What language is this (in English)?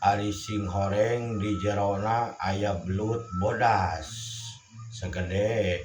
Sundanese